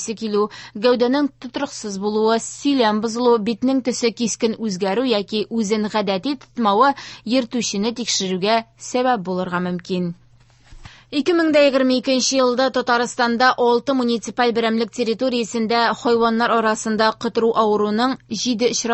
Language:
Tatar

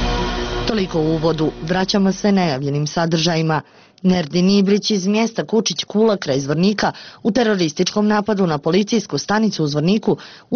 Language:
Bosnian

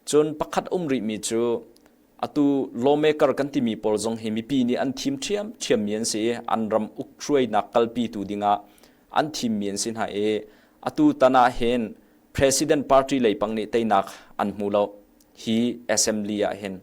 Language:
Hakha Chin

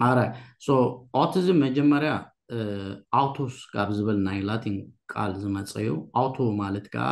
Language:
Tigrinya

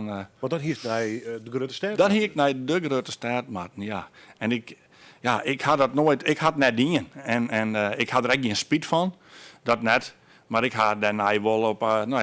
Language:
Western Frisian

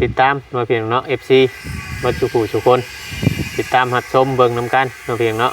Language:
Northeastern Thai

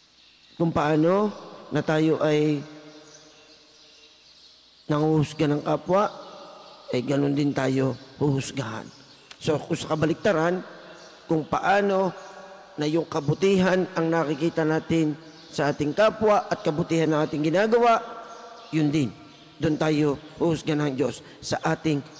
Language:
Filipino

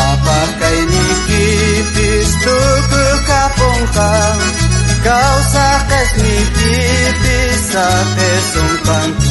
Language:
South Bolivian Quechua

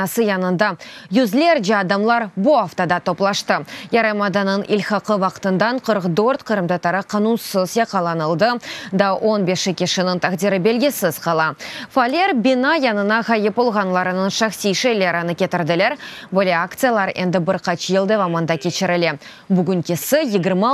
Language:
Crimean Tatar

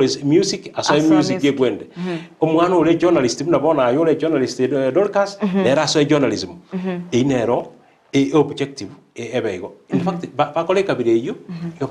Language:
Gusii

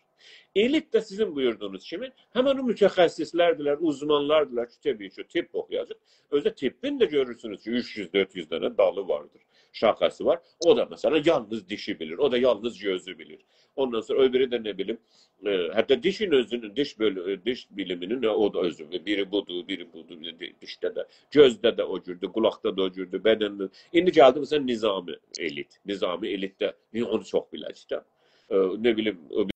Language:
South Azerbaijani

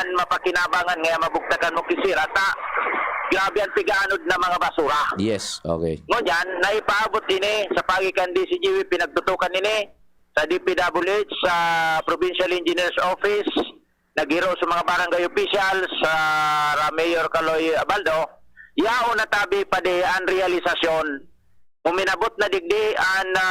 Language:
Bikol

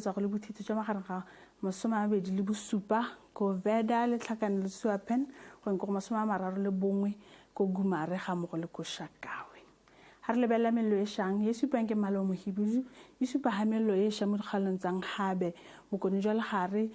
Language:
Tswana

